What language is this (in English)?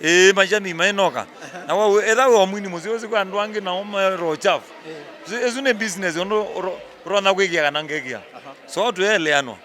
Kamba